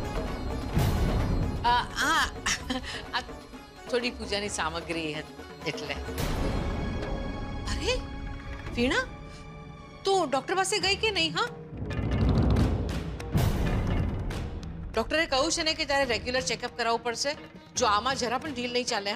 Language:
Gujarati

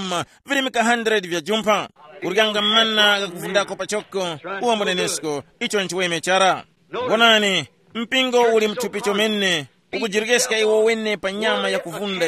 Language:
Tumbuka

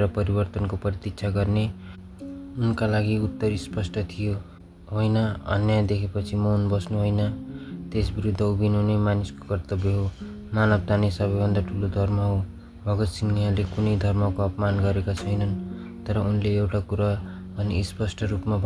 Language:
Nepali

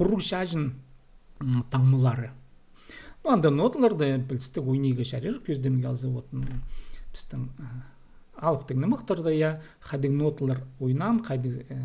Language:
Khakas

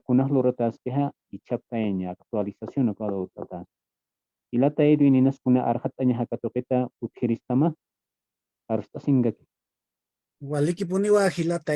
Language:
Aymara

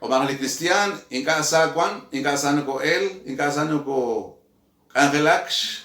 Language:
Kekchí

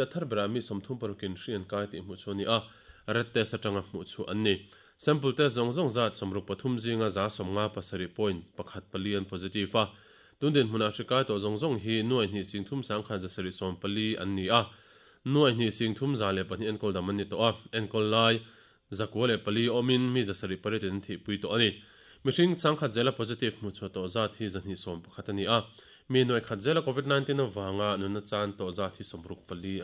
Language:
Mizo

